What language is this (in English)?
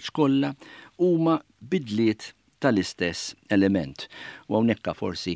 Maltese